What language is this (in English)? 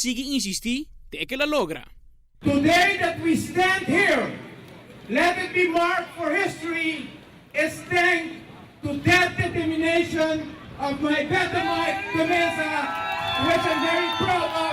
Papiamento